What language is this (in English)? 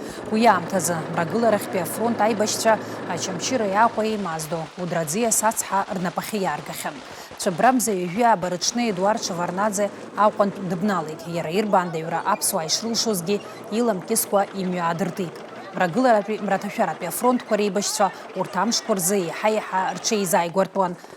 Abkhazian